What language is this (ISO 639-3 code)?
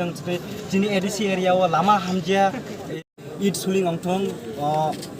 trp